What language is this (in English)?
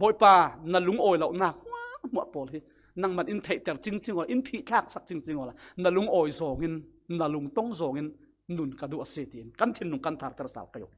Falam Chin